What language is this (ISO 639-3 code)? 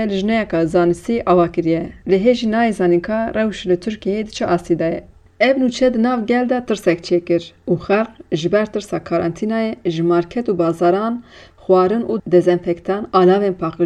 kur